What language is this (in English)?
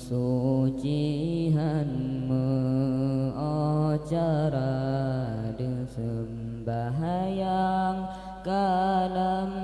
Achinese